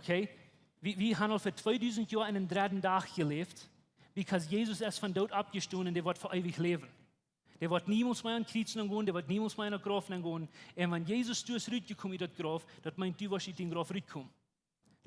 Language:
Plautdietsch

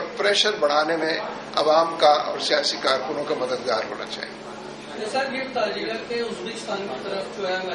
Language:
Urdu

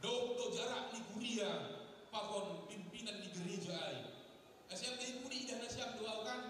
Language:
Batak Simalungun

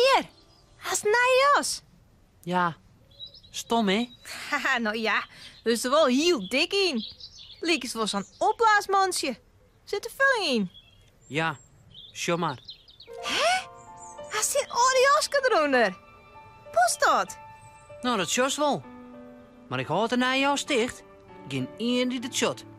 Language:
Western Frisian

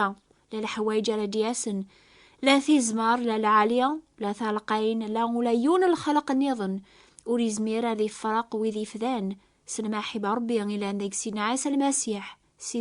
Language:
Kabyle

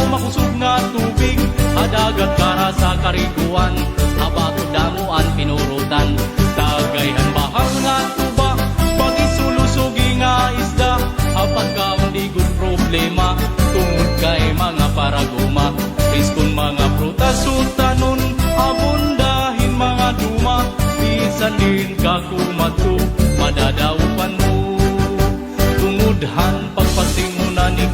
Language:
Waray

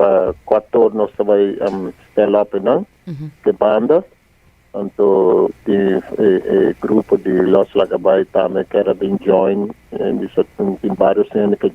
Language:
Papiamento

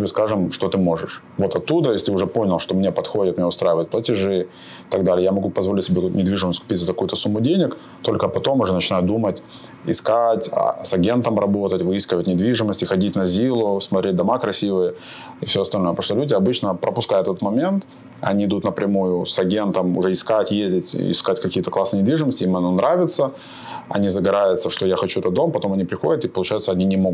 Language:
Russian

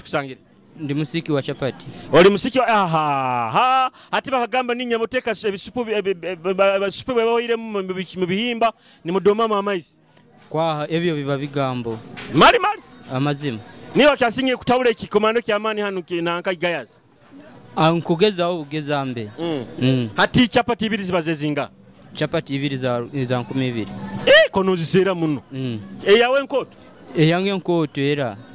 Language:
Nyoro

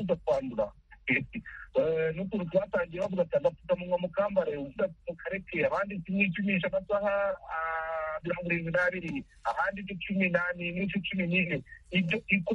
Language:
Kinyarwanda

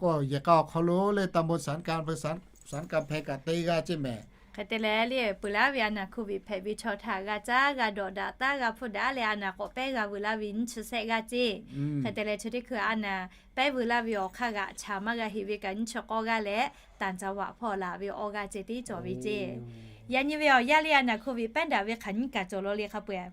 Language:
Lahu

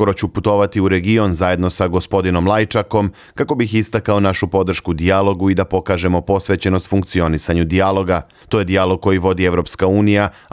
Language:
Bosnian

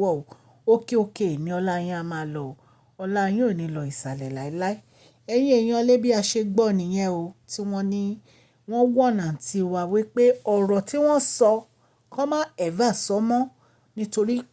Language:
Yoruba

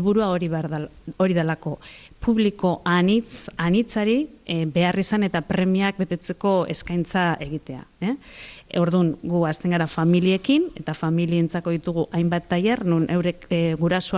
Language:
Basque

